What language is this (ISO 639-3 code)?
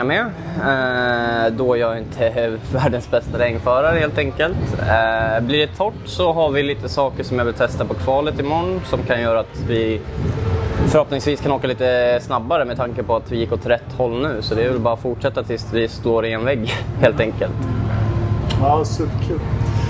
swe